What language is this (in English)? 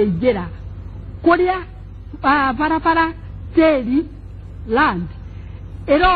Kikuyu